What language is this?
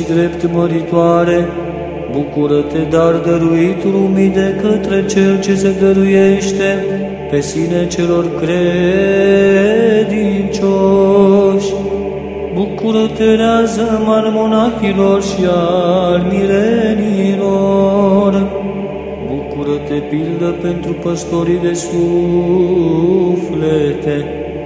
Romanian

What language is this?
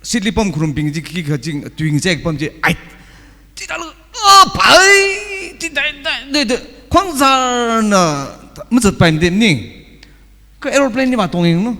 Tangkhul Naga (India)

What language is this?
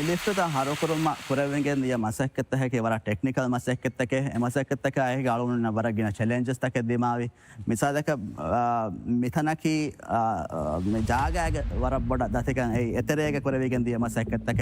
Divehi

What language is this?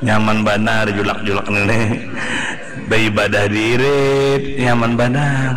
Banjar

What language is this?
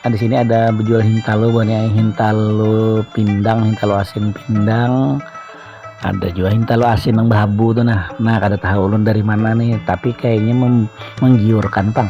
Banjar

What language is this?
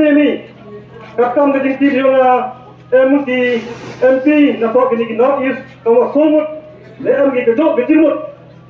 Khasi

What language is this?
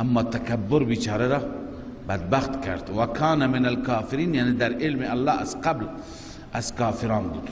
Persian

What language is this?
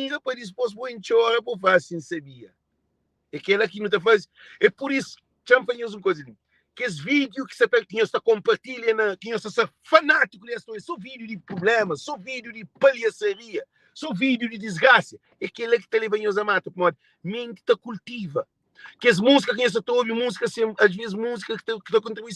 Kabuverdianu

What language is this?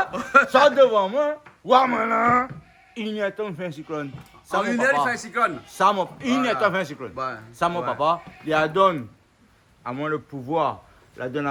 Réunion Creole French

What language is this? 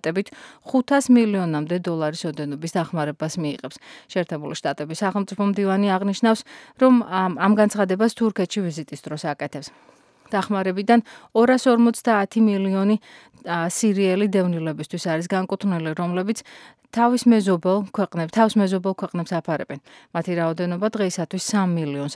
Georgian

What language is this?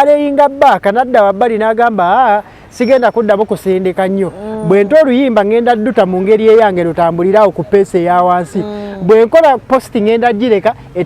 Ganda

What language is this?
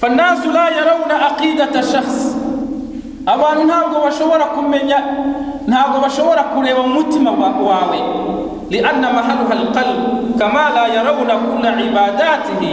Kinyarwanda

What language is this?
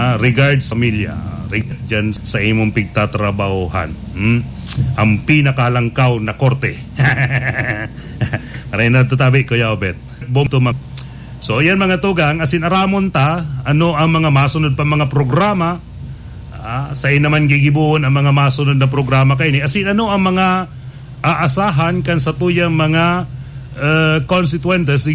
Bikol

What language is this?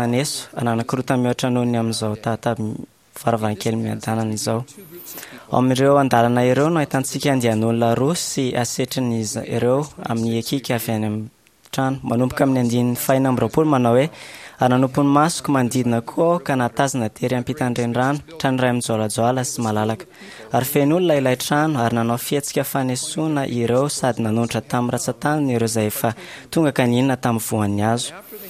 Malagasy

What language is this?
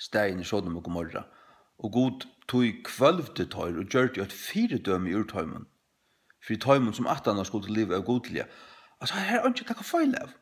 Faroese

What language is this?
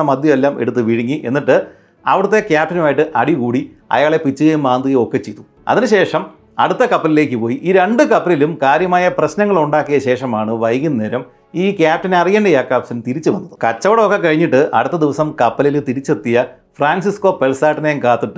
Malayalam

